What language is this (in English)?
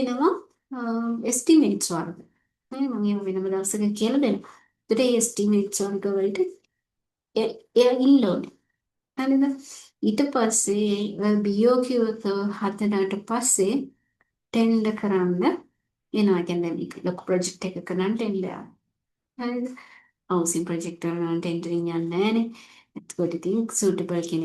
Sinhala